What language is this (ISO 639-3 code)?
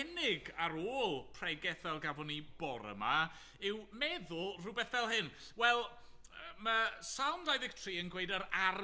cym